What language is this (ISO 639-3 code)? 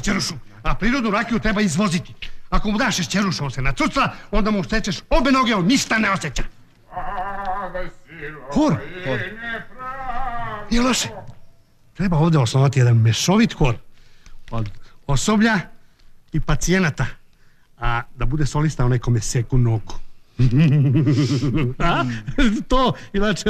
srp